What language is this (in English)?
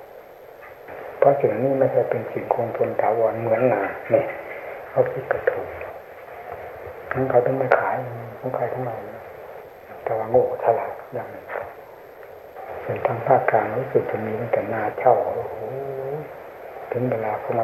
Thai